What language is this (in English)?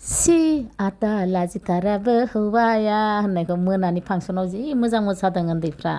Bodo